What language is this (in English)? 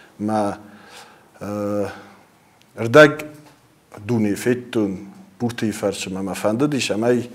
Ossetic